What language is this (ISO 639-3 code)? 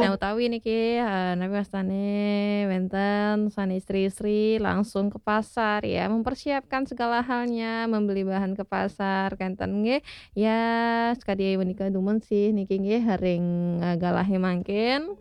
ban